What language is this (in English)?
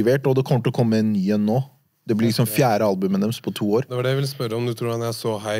Norwegian